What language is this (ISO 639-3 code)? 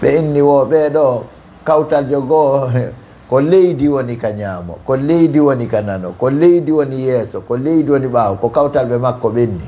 ful